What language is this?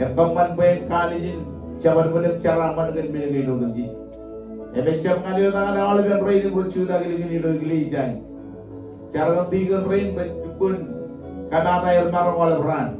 Marshallese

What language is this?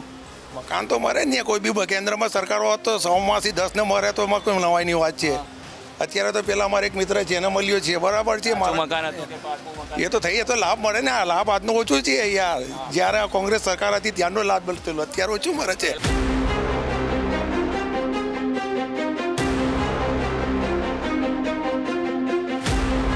Gujarati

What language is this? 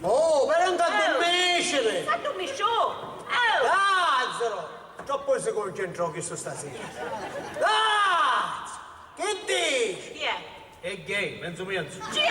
Sicilian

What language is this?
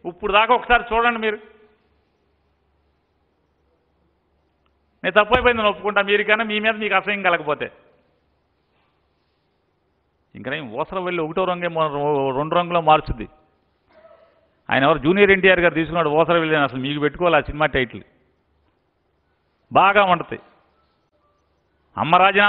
Telugu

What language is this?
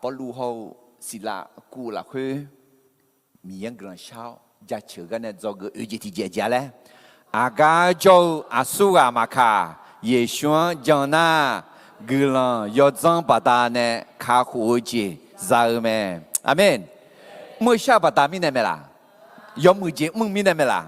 Akha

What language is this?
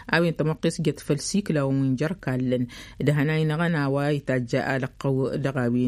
Tamasheq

